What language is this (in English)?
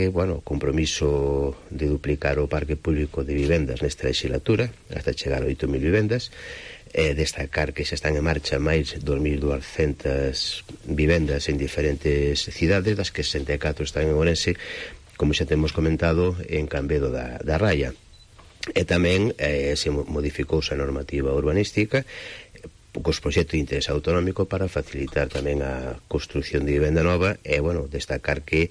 Galician